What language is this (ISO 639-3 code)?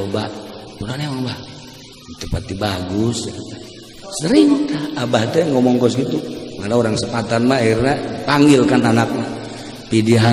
sun